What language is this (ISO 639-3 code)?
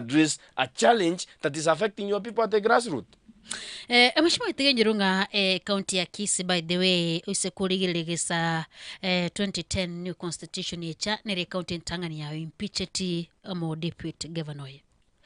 guz